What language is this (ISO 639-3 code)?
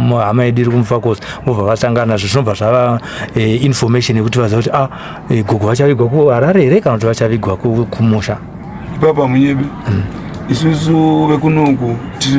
sna